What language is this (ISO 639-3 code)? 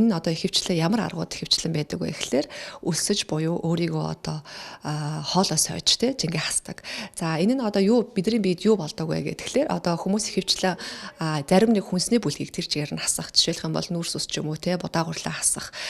mon